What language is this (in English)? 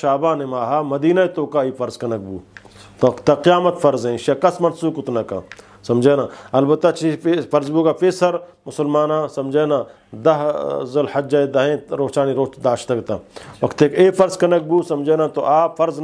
Eastern Balochi